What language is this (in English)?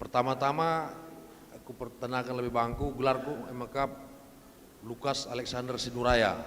Batak Karo